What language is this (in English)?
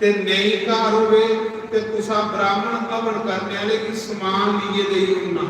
Dogri